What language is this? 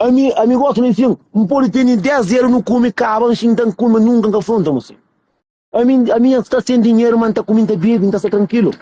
Kabuverdianu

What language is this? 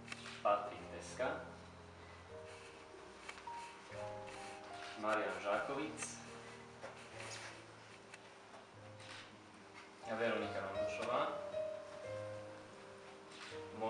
Slovak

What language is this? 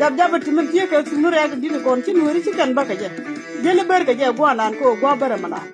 Nuer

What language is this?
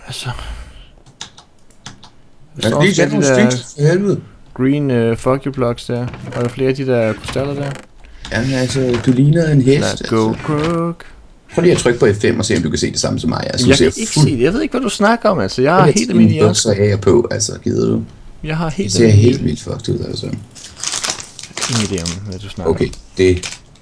Danish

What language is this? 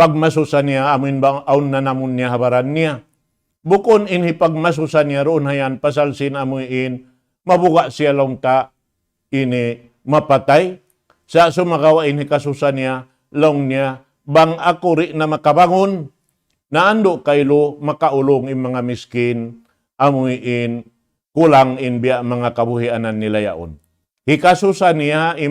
Tausug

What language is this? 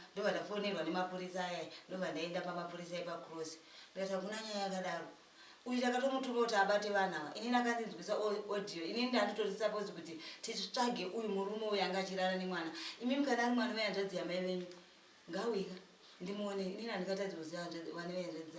Shona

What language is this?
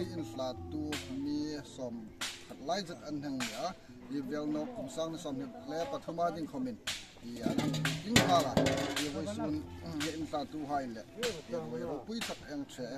Hmar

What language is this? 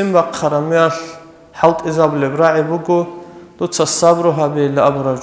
Avaric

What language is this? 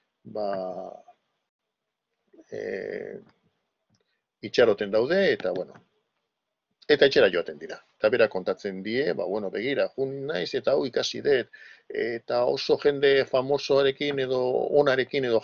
Basque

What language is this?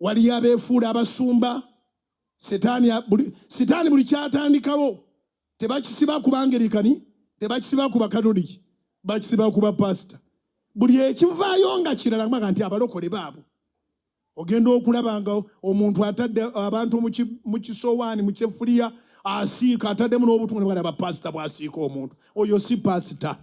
Ganda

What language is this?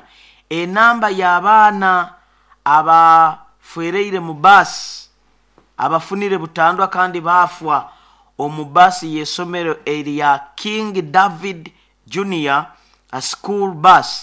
Nyoro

